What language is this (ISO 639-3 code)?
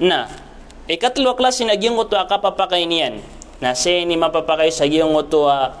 mrw